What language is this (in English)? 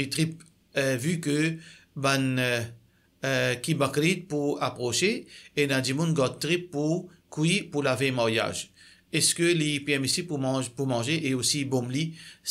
Morisyen